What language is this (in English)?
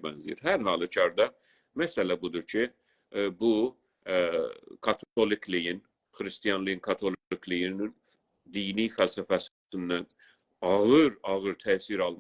South Azerbaijani